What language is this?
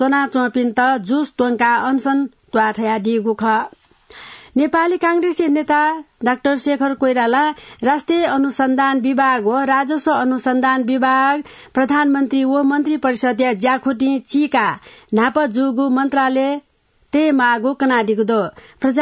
Newari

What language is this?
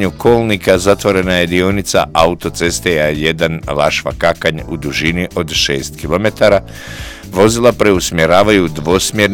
Bosnian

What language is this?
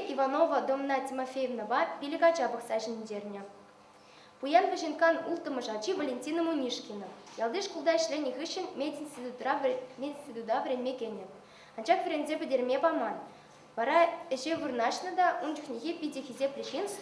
Chuvash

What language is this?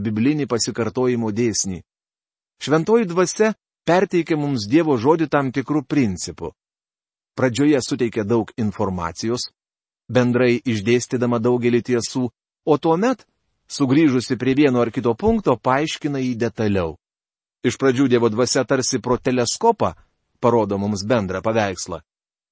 Lithuanian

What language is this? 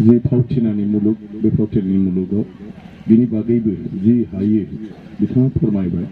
Bodo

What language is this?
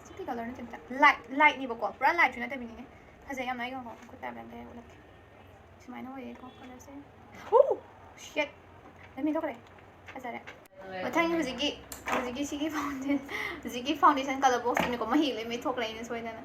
Manipuri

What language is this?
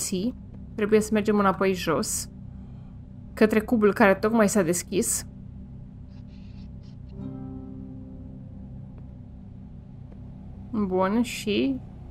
Romanian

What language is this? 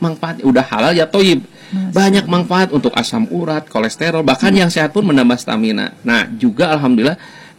Indonesian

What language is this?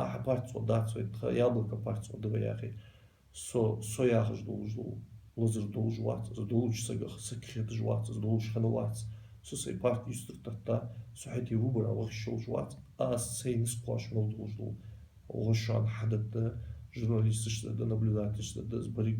Ingush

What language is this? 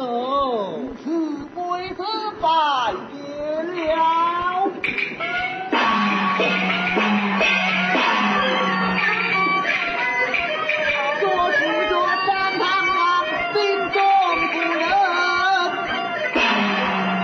Chinese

